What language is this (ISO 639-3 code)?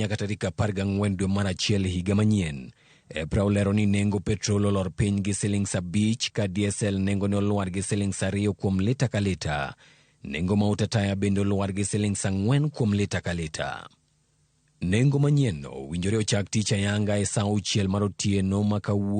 luo